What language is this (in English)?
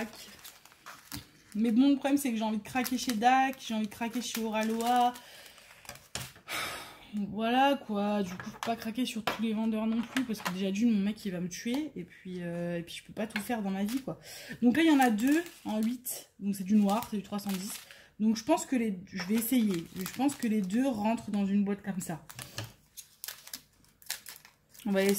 French